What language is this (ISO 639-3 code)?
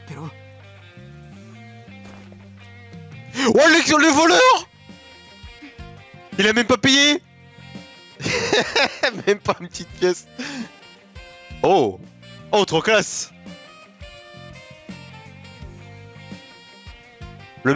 fra